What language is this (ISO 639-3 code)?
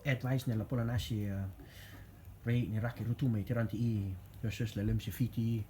rtm